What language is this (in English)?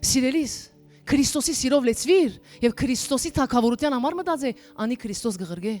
Western Armenian